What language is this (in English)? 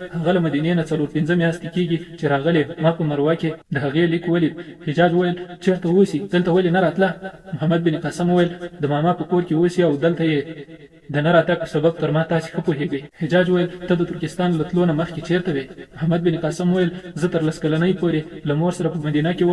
Pashto